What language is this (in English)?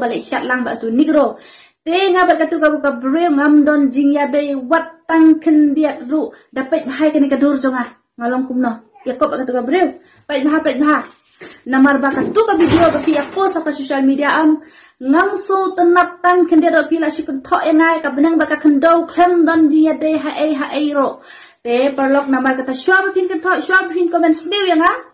Khasi